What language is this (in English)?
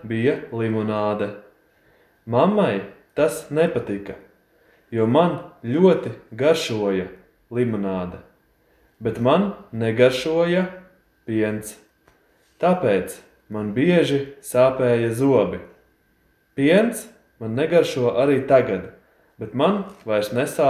Latvian